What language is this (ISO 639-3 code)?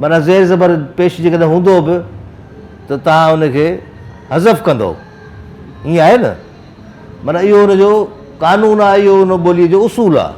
snd